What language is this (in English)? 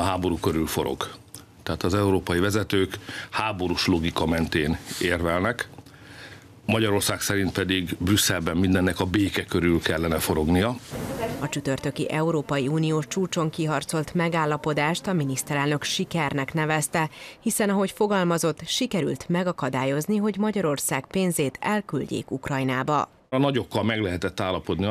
Hungarian